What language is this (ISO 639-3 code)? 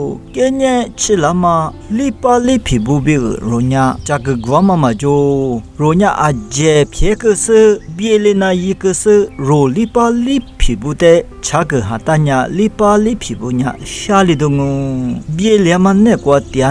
lis